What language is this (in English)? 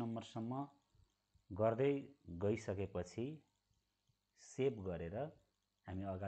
Nepali